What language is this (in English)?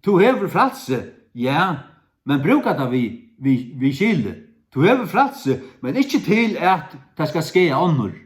Faroese